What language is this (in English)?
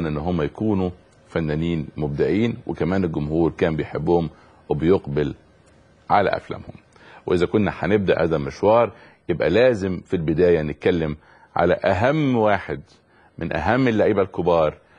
Egyptian Arabic